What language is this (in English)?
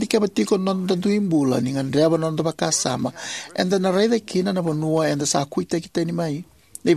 Fijian